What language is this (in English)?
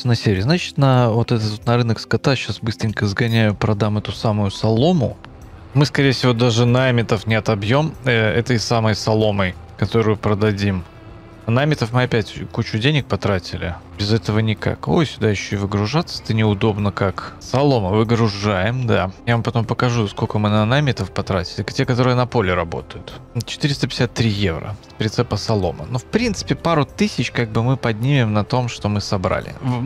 Russian